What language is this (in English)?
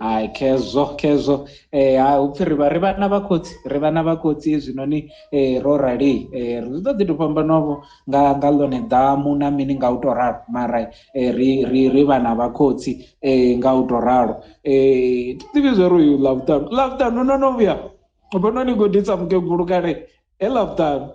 Venda